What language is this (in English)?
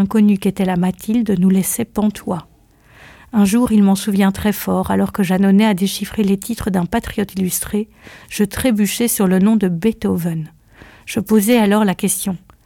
French